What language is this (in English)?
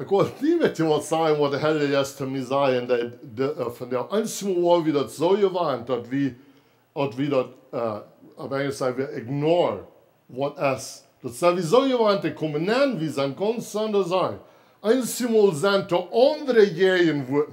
Plautdietsch